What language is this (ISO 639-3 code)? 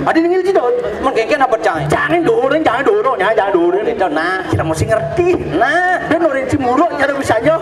ban